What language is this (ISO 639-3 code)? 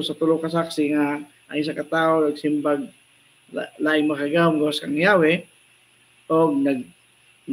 ceb